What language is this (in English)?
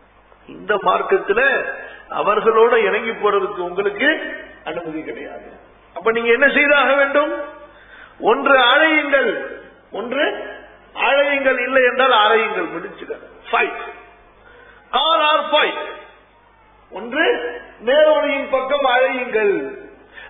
Tamil